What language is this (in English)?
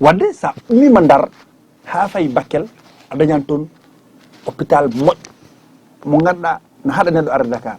Fula